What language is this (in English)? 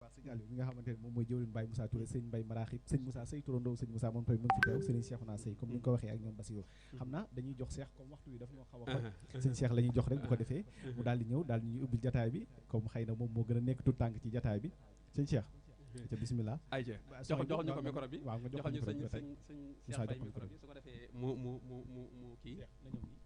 Wolof